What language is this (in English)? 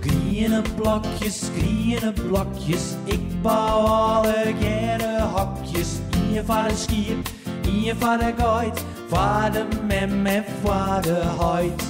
Western Frisian